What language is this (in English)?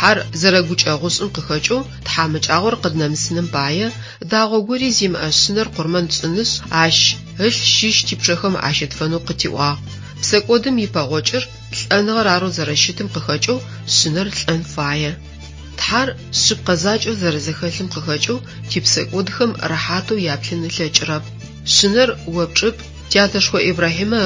Adyghe